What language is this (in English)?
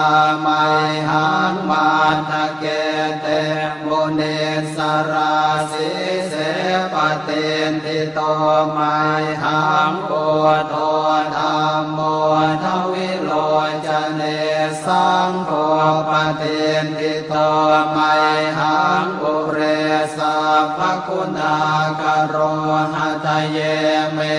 Pali